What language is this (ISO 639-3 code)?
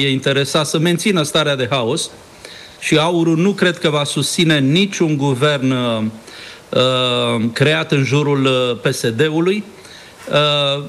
ron